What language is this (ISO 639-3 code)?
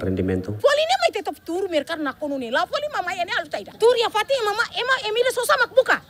tet